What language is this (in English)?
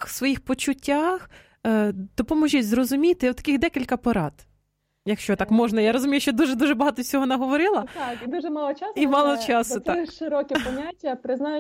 Ukrainian